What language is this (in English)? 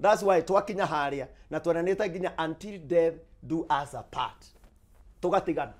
Kikuyu